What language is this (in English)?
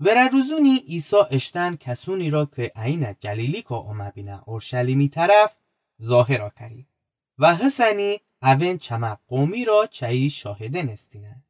Gilaki